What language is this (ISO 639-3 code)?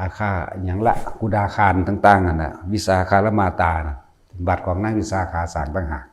tts